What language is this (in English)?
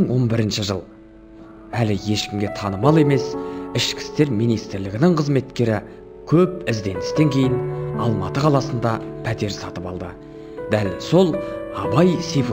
Kazakh